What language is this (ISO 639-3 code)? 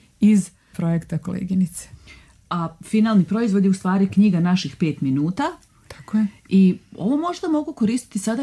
srp